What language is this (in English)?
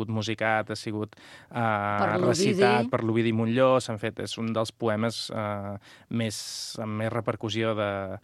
Catalan